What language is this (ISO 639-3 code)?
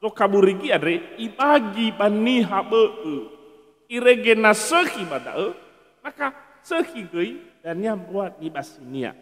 nia